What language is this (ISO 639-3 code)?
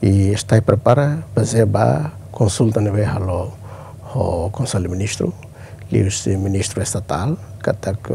tet